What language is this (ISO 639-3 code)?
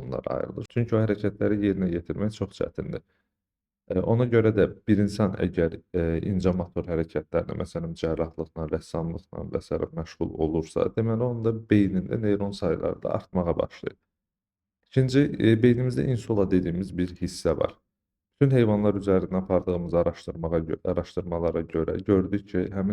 aze